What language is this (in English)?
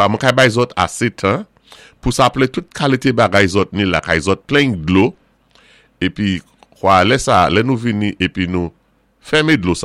Saint Lucian Creole French